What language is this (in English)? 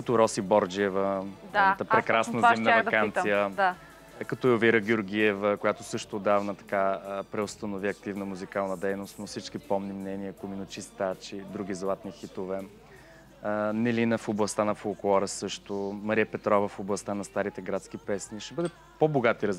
Bulgarian